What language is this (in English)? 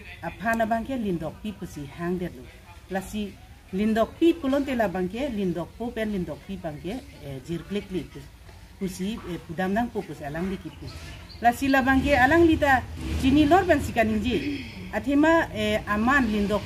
Karbi